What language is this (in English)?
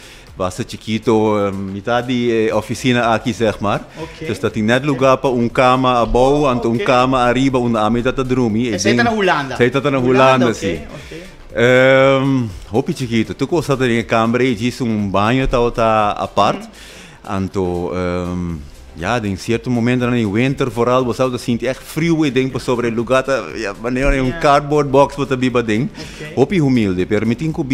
Papiamento